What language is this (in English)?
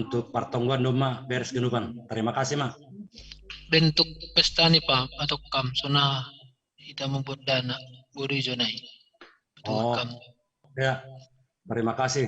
Batak Simalungun